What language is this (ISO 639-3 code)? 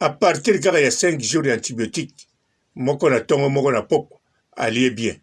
lin